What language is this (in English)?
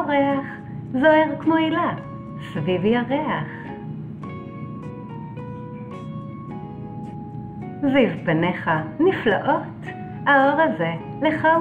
Hebrew